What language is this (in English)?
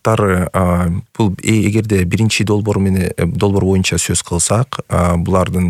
Kyrgyz